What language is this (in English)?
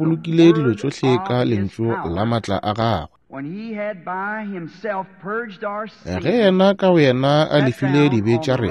Northern Sotho